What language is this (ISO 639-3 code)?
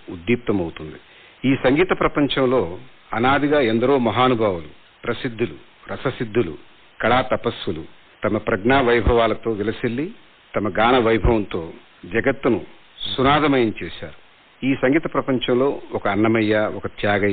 tel